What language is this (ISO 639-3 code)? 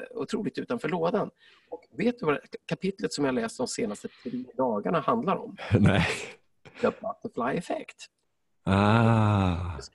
swe